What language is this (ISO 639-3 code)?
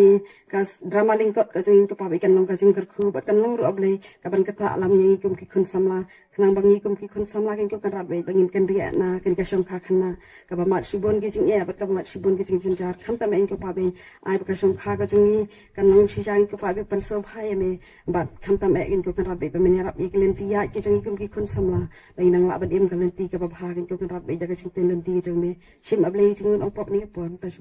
kha